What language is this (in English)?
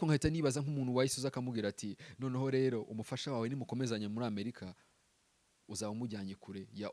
Kinyarwanda